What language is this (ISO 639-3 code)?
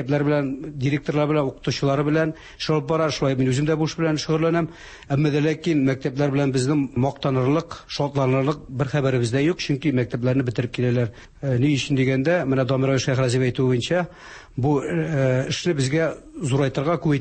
tat